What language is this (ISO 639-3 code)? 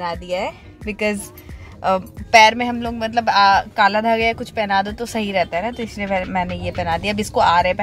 hin